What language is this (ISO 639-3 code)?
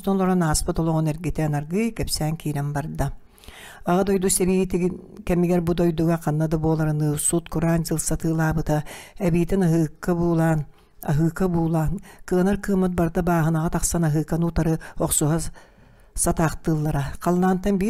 sah